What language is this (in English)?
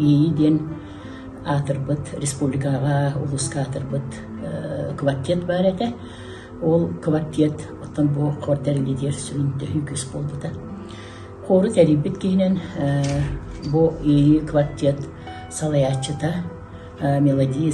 Yakut